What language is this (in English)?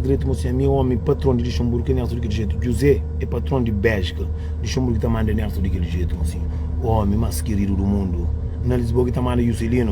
Kabuverdianu